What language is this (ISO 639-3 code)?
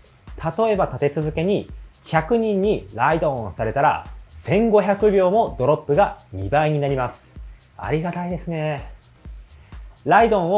jpn